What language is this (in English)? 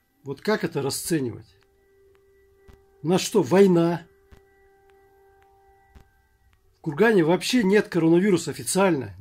Russian